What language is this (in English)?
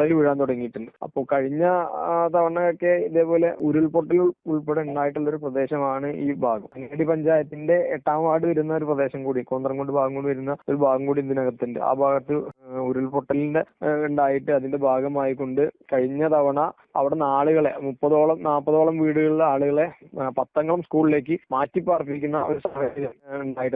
Malayalam